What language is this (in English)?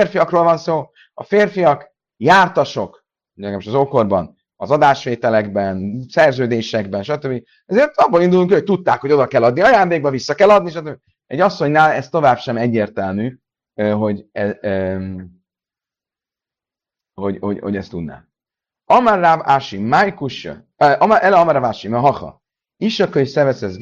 Hungarian